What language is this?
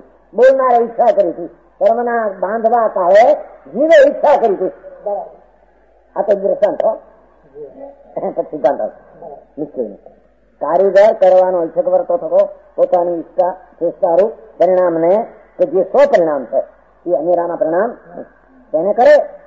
Gujarati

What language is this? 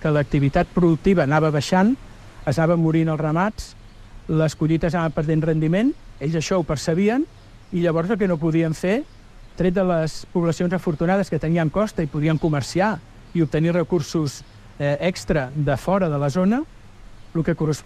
Catalan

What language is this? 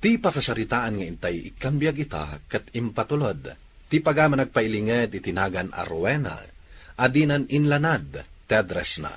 Iloko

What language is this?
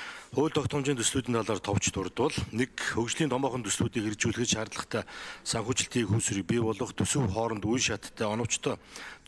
Mongolian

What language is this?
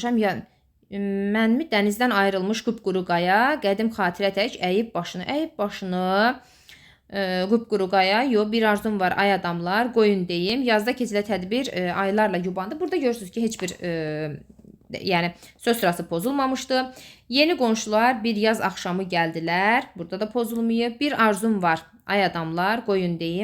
Azerbaijani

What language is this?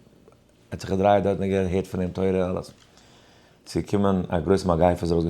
Yiddish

